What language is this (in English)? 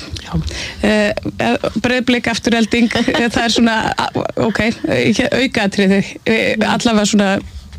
Icelandic